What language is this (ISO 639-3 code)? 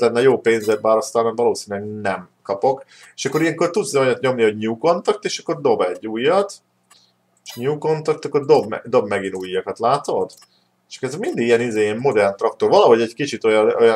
hun